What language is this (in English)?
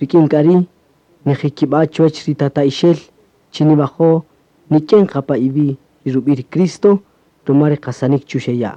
Kaqchikel